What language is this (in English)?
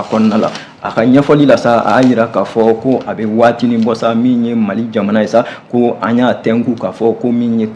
Bambara